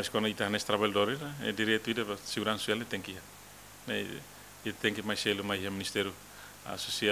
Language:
Tetum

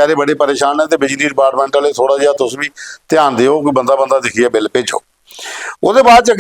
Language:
Dogri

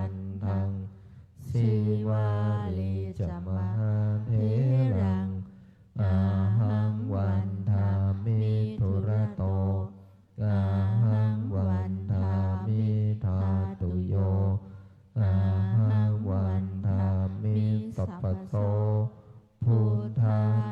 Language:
Pali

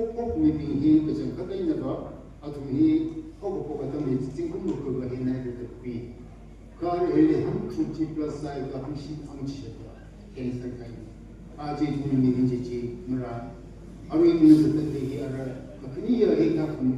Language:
Tangkhul Naga (India)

